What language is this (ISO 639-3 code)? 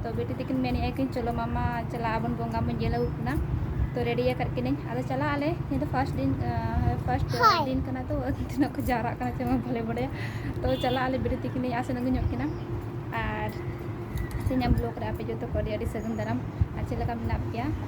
sat